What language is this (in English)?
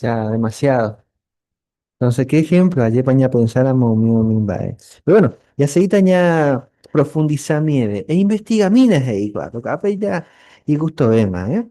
Guarani